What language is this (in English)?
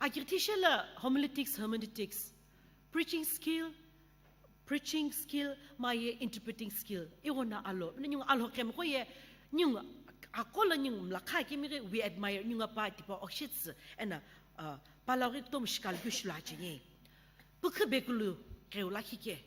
Sumi Naga